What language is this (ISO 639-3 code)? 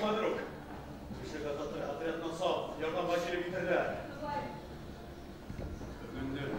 bak